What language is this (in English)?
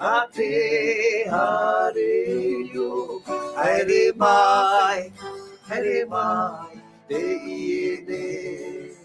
Tahitian